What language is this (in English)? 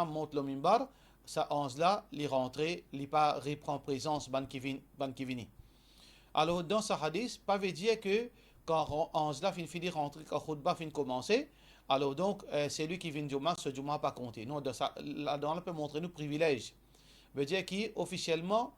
Morisyen